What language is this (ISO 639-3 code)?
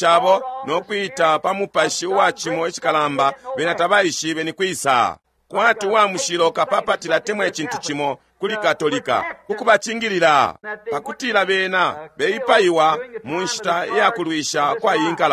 bem